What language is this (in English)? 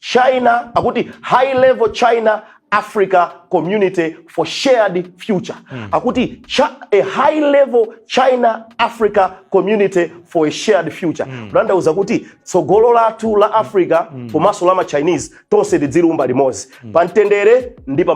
Nyanja